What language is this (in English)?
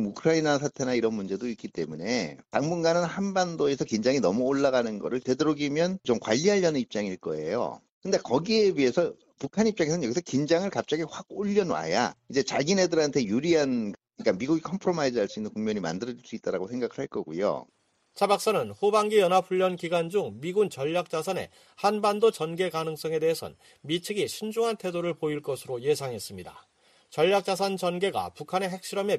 Korean